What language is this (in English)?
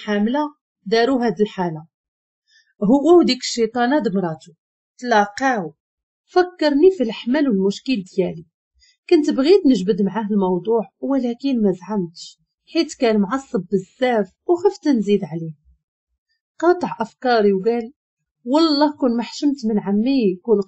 Moroccan Arabic